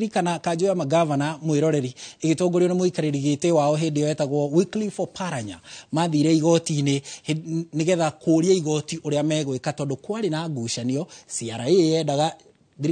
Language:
Kikuyu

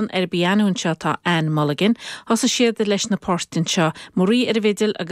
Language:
Irish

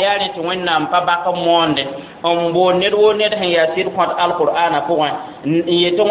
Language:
Mossi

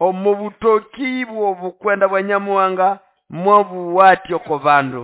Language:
Nande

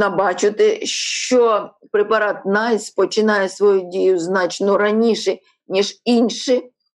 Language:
Ukrainian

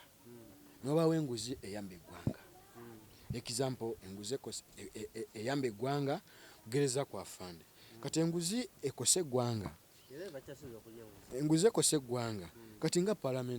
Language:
Ganda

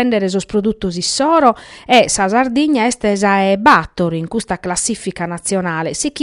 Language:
Sardinian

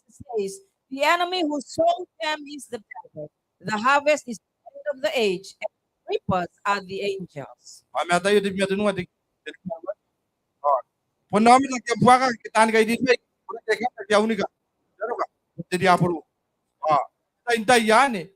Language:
Gilbertese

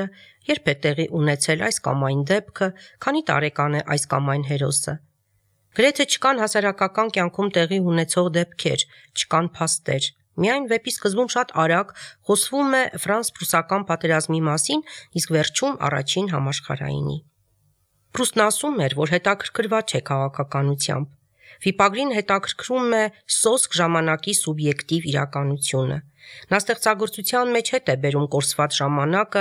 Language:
Armenian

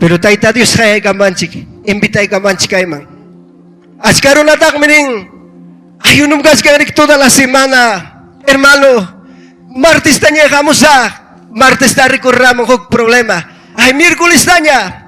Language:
Ayacucho Quechua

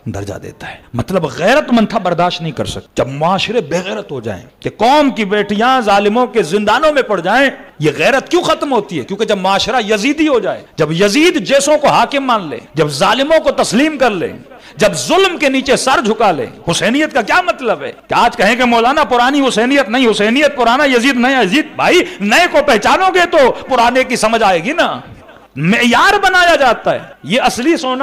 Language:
Urdu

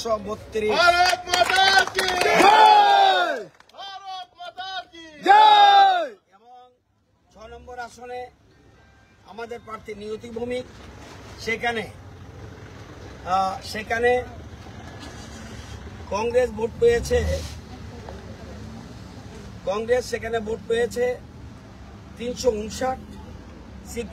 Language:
Bangla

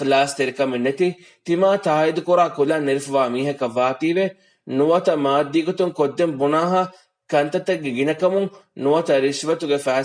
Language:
Divehi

